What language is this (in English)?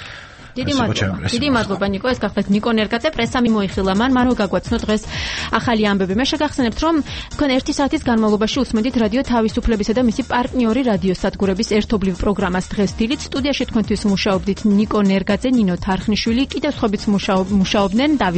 Georgian